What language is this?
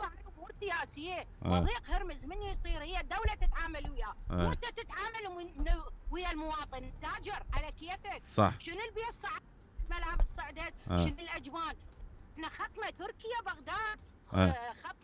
Mesopotamian Arabic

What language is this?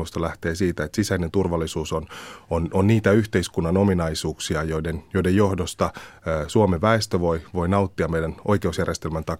Finnish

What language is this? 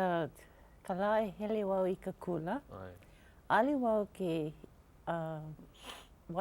Hawaiian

